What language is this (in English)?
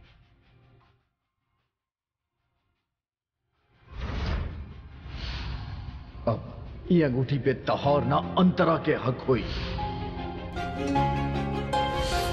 Bhojpuri